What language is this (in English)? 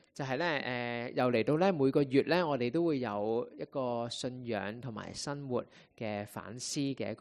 Cantonese